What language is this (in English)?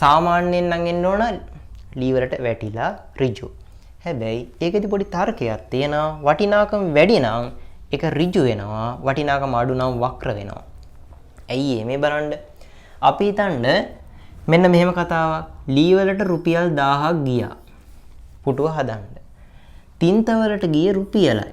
Sinhala